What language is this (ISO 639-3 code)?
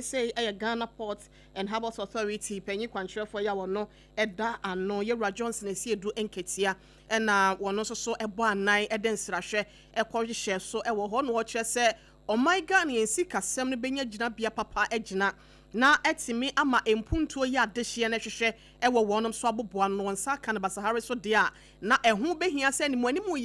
aka